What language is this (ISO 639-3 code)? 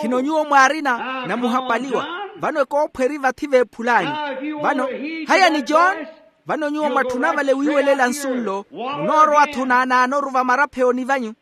vmw